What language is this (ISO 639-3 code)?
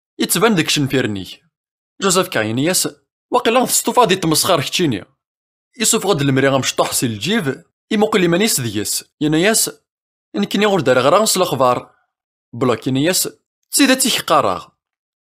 kab